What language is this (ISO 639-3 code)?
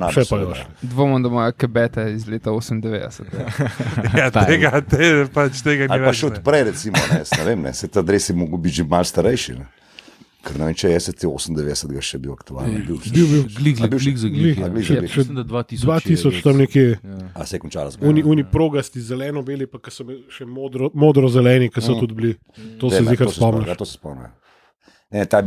slv